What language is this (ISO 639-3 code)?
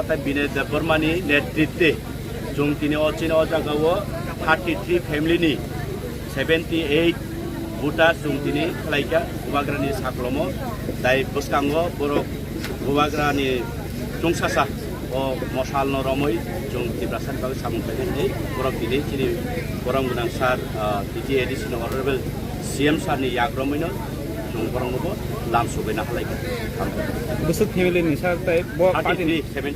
trp